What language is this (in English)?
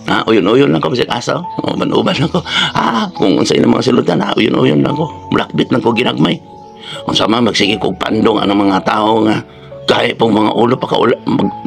Cebuano